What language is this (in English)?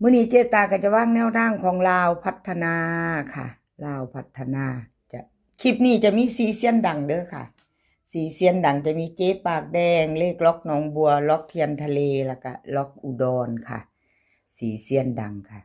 Northeastern Thai